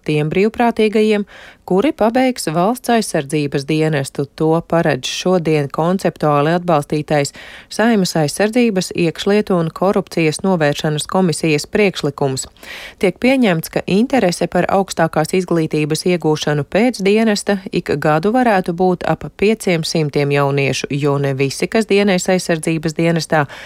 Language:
Latvian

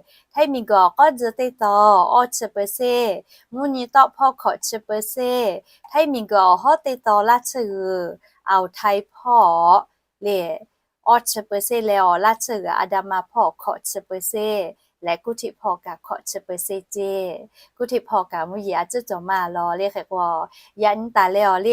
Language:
Lahu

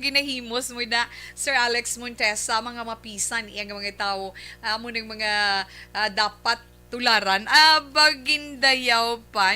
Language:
Hiligaynon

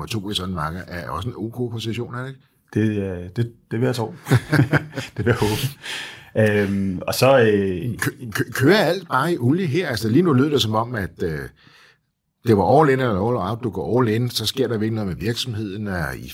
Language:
Danish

